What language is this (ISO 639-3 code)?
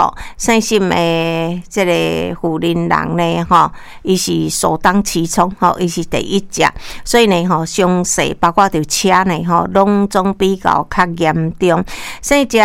nan